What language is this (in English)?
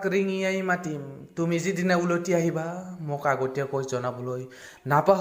Assamese